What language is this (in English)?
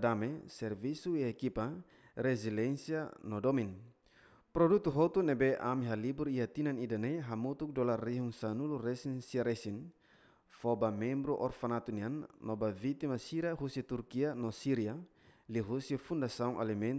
Tetum